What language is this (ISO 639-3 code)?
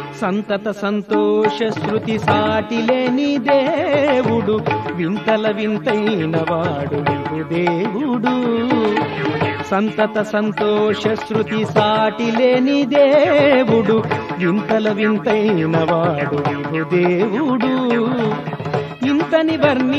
tel